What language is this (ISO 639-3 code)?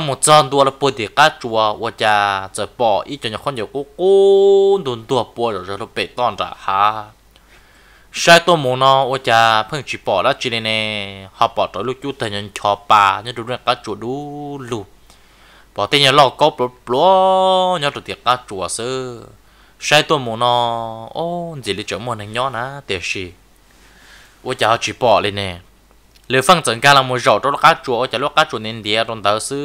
vie